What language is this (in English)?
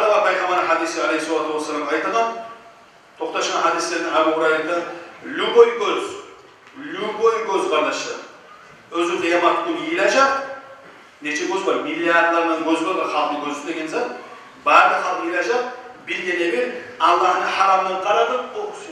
Kumyk